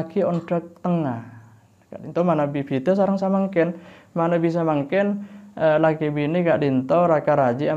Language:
Madurese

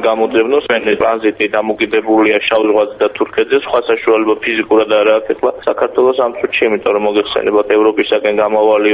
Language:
Georgian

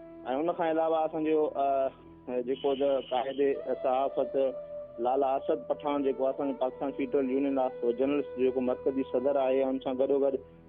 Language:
Sindhi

